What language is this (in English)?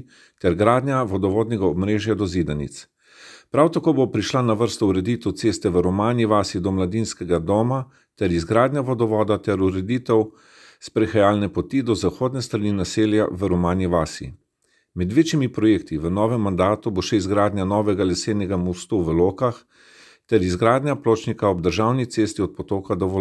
Slovenian